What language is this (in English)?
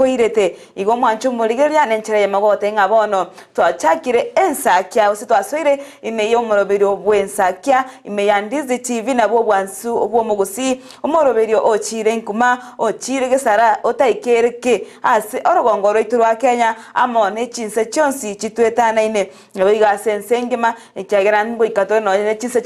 Gusii